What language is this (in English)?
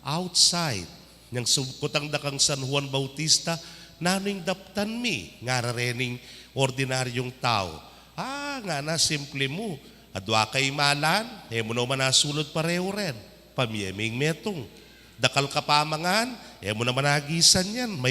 Pampanga